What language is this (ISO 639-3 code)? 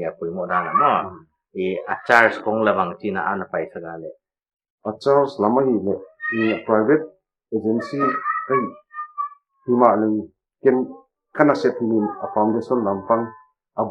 pck